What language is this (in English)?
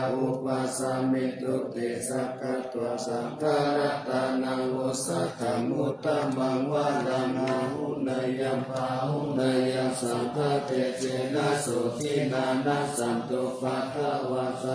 Pali